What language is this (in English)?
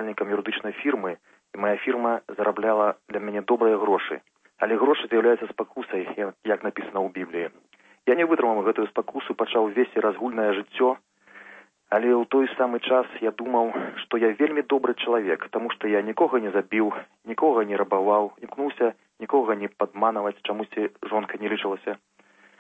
Belarusian